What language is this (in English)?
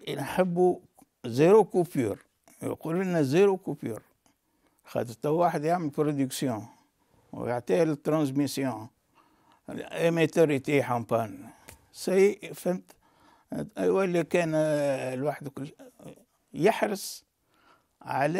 Tunisian Arabic